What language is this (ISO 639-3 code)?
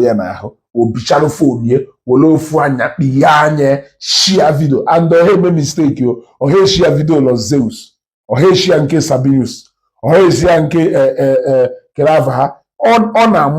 ibo